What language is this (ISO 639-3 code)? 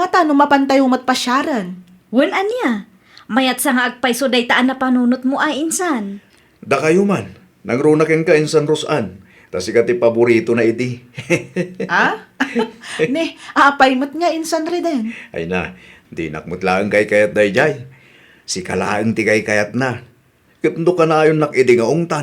ilo